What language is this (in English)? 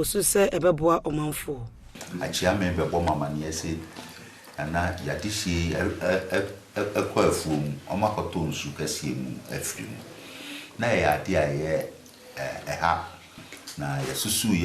Akan